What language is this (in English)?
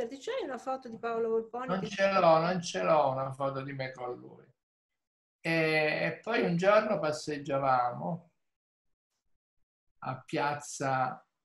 Italian